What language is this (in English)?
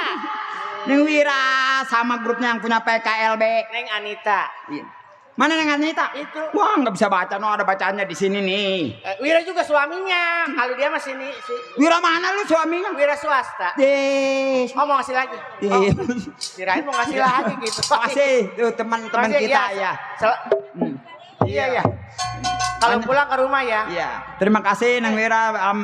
Betawi